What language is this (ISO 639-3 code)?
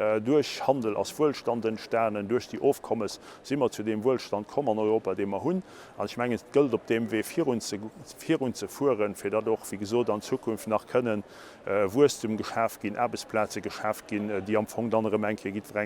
ltz